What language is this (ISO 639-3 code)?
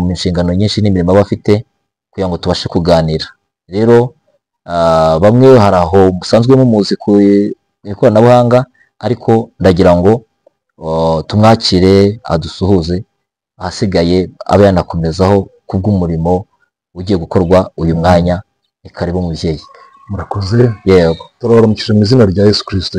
kin